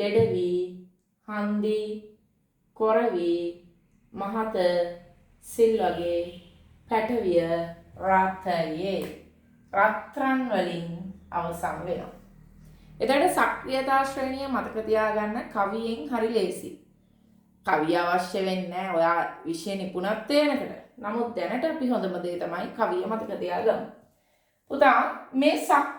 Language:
Sinhala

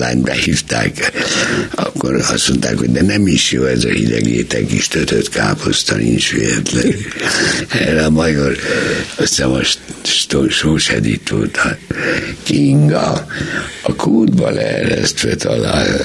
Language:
Hungarian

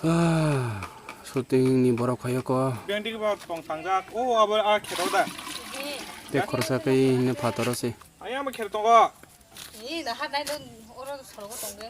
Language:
Kok Borok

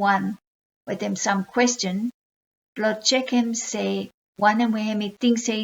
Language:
Bislama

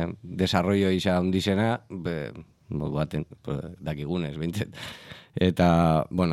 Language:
Basque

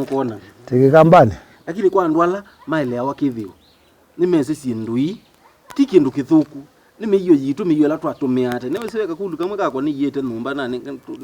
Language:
Kamba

